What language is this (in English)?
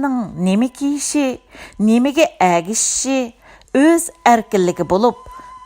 Uyghur